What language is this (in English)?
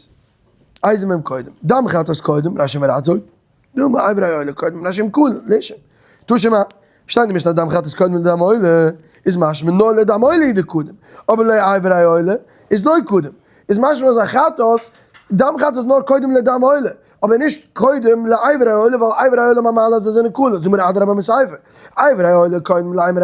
Yiddish